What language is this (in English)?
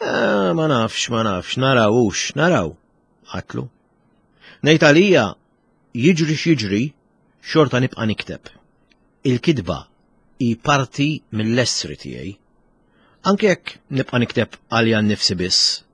Maltese